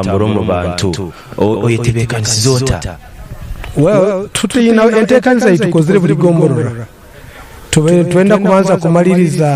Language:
Nyankole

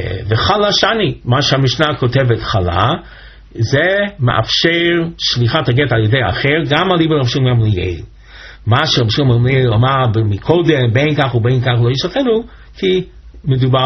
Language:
Hebrew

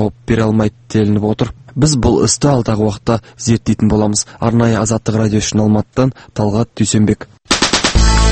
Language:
Kazakh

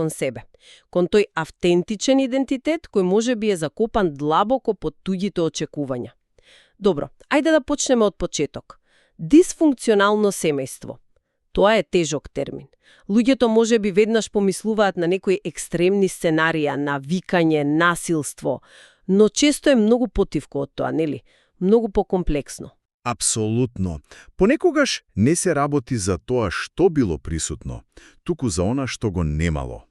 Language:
Macedonian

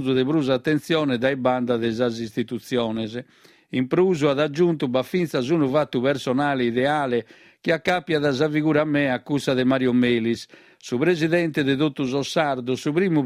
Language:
Sardinian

